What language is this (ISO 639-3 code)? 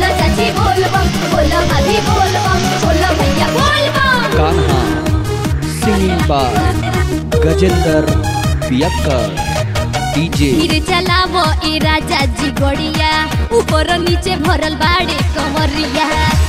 bho